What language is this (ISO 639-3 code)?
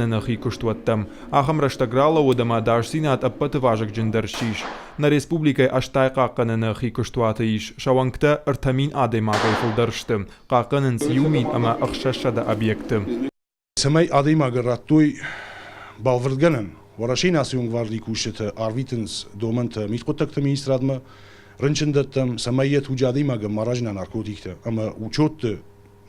oss